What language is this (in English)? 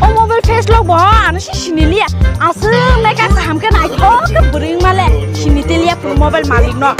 Kok Borok